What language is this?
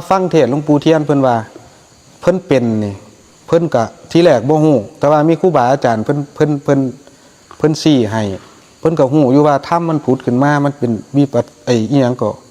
Northeastern Thai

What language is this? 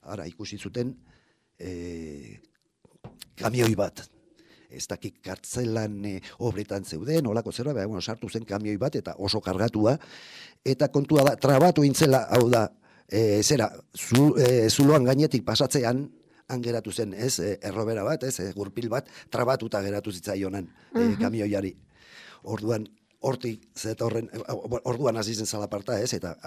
Basque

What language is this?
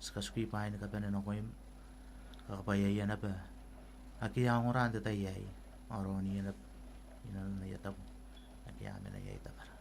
Gilbertese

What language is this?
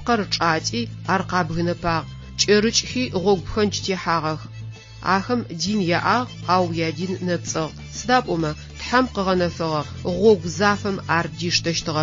Adyghe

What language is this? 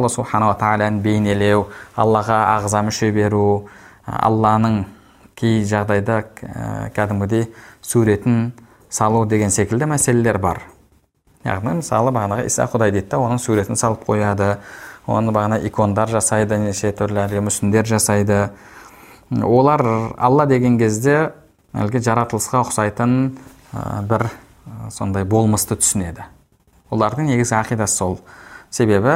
Kazakh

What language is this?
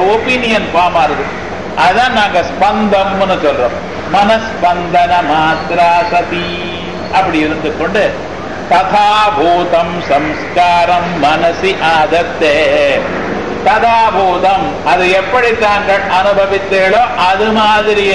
Tamil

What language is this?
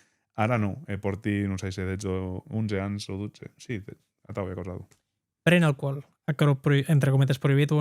Occitan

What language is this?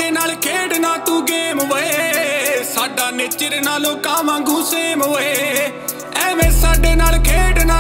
Punjabi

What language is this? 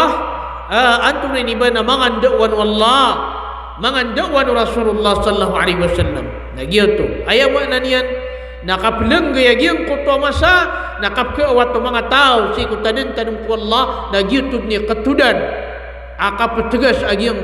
Maranao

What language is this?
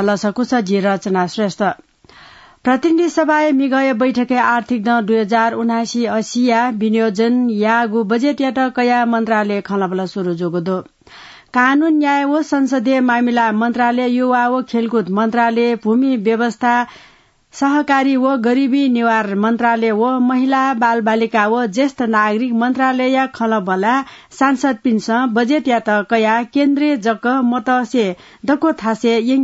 Newari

